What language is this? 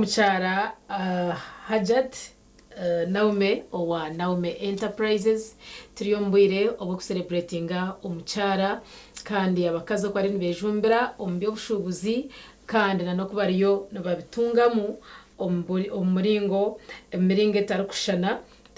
Nyankole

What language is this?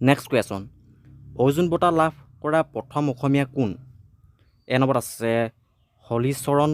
Assamese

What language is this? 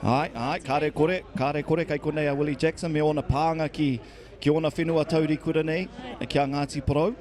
Māori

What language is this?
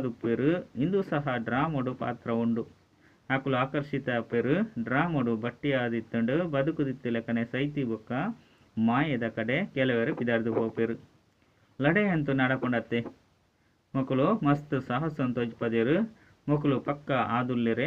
Tulu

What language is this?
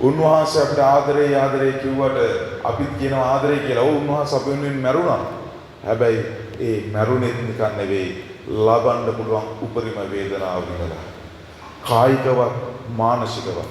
Sinhala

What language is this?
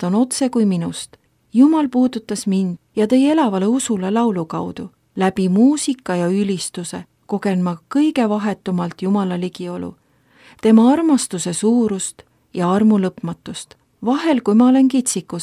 Estonian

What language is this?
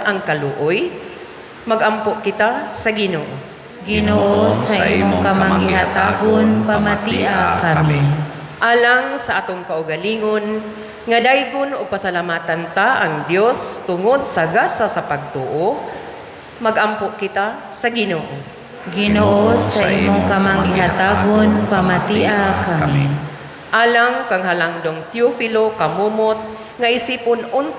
Cebuano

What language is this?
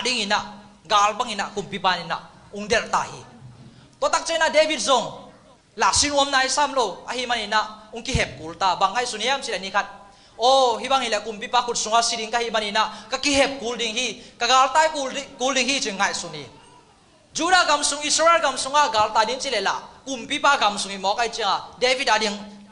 Tedim Chin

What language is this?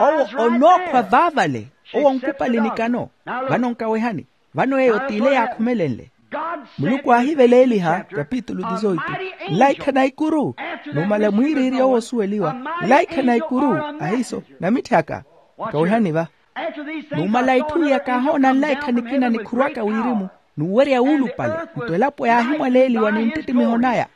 Makhuwa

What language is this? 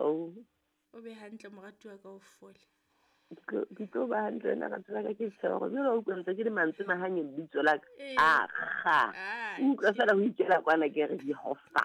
Southern Sotho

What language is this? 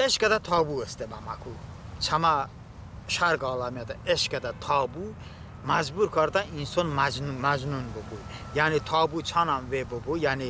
Talysh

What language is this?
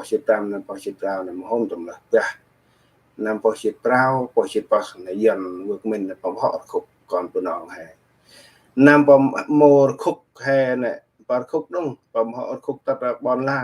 Central Mnong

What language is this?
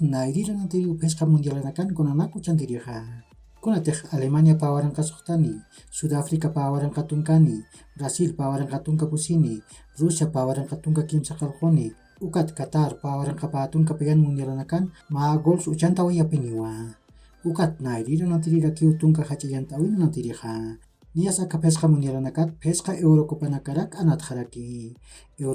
Aymara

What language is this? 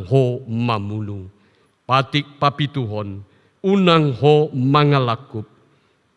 Batak Toba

